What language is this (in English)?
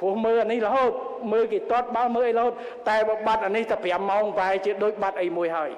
Khmer